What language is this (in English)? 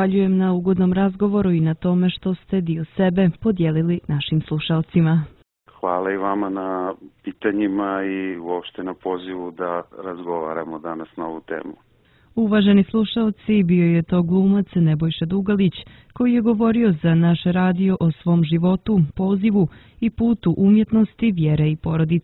Serbian